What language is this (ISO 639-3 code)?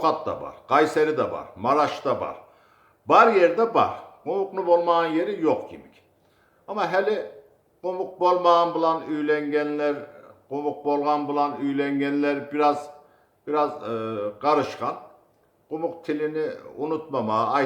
kum